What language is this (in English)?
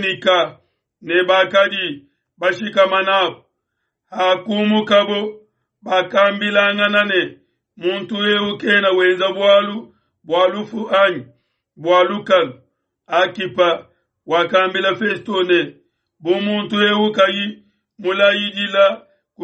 Luba-Lulua